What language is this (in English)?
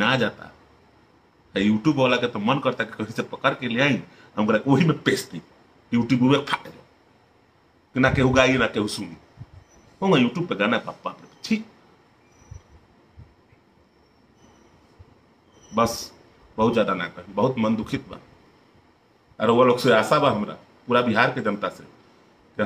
Bhojpuri